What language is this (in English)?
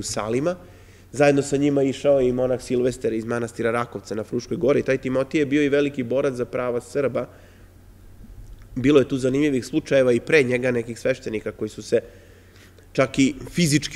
Serbian